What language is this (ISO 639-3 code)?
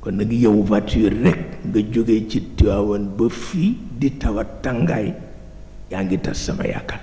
wol